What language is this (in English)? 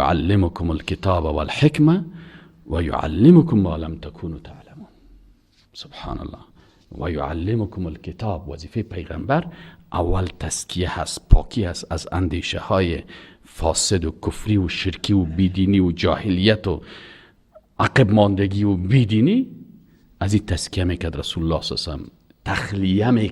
Persian